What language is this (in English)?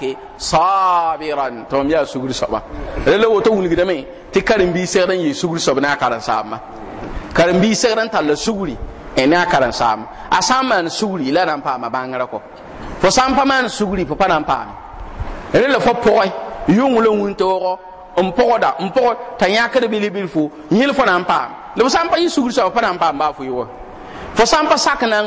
Mossi